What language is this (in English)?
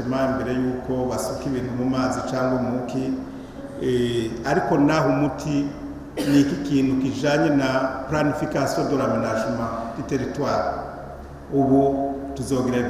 Rundi